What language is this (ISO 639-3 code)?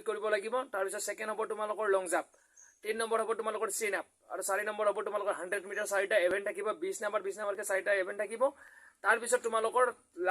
asm